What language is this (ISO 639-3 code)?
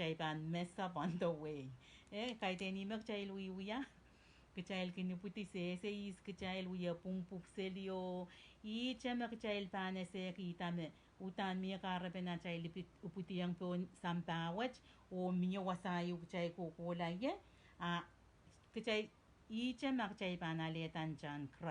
pon